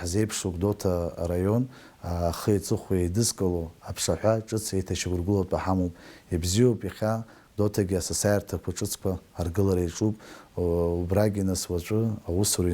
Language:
Abkhazian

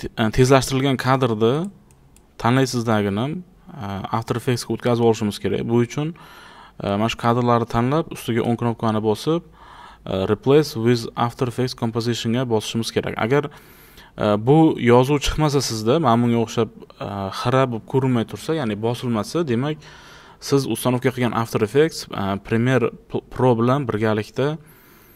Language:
Uzbek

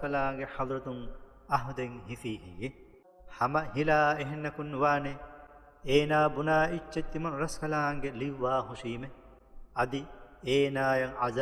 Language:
Divehi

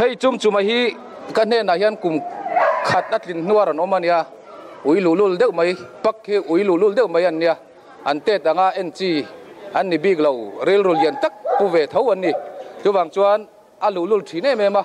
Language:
Mizo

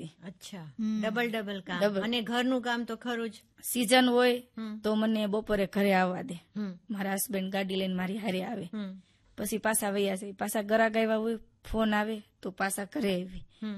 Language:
Gujarati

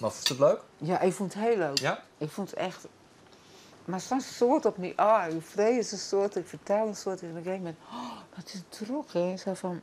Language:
Western Frisian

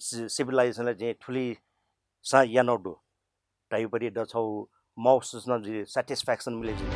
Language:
Newari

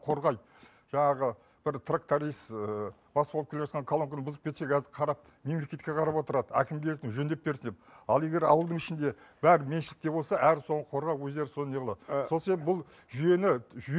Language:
Kazakh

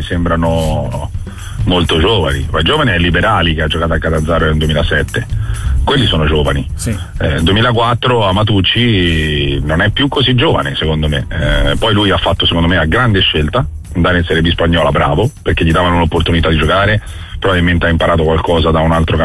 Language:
Italian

